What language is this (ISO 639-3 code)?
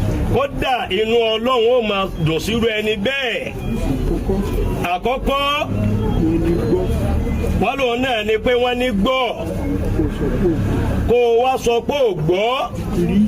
yor